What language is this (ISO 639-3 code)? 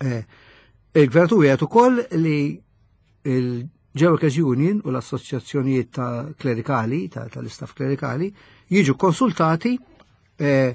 mlt